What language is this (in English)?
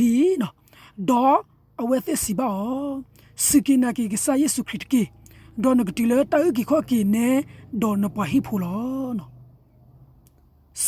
S'gaw Karen